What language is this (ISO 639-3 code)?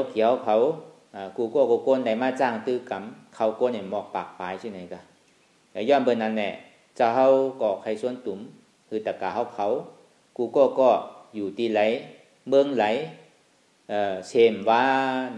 shn